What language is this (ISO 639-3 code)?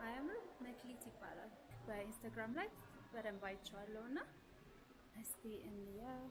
amh